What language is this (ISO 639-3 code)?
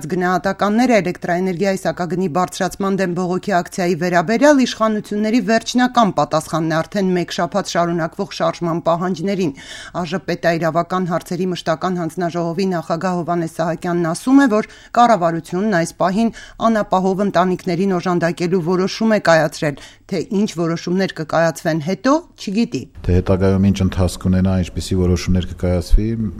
hye